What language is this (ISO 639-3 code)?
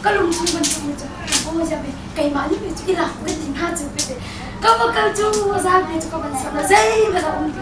cnh